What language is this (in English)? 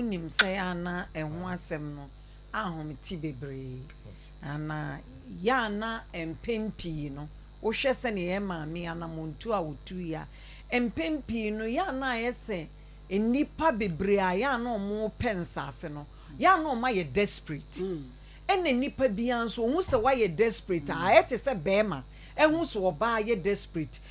Akan